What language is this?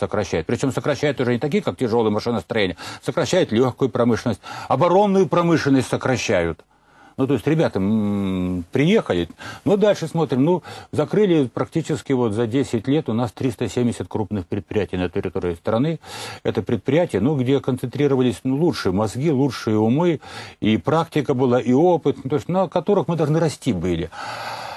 Russian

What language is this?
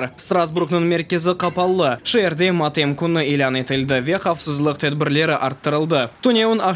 Crimean Tatar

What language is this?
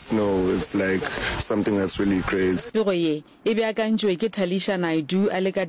Northern Sotho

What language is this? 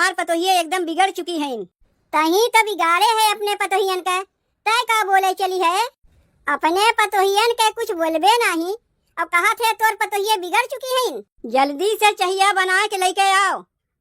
Awadhi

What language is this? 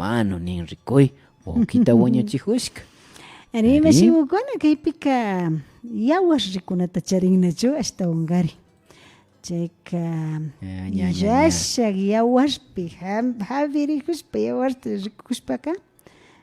Imbabura Highland Quichua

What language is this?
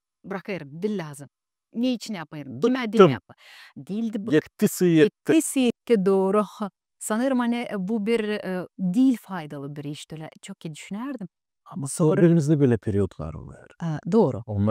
Gagauz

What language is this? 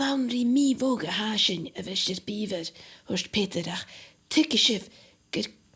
Scottish Gaelic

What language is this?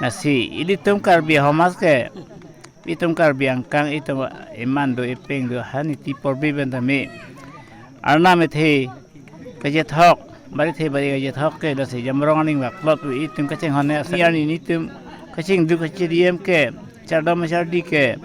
Karbi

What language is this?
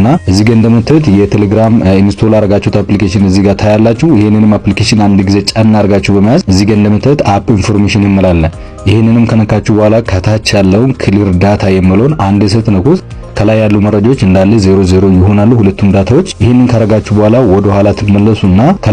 Amharic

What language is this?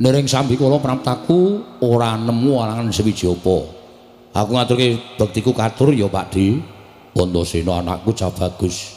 Javanese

